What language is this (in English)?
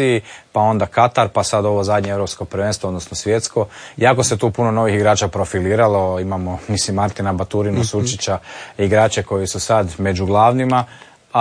Croatian